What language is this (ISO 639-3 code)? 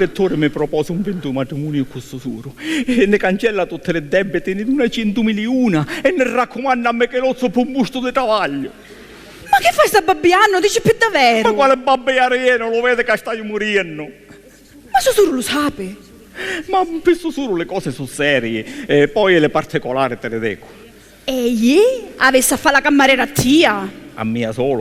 scn